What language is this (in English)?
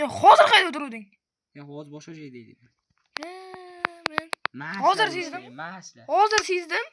Uzbek